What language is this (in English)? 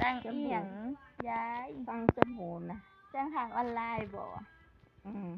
Northeastern Thai